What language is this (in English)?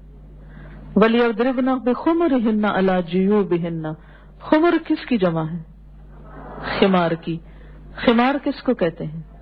Urdu